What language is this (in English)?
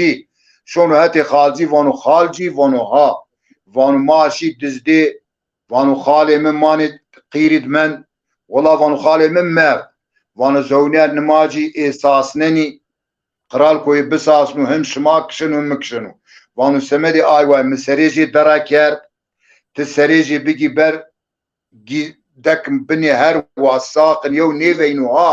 Zaza